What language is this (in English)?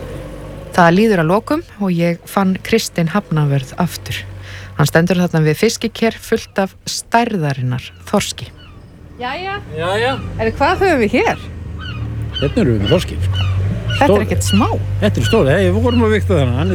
Icelandic